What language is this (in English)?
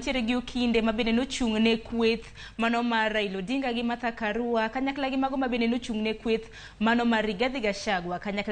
Luo (Kenya and Tanzania)